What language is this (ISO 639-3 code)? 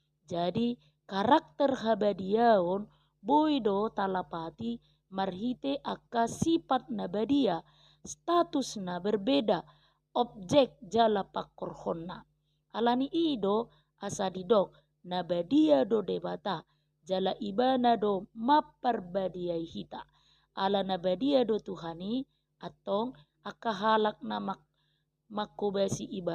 bbc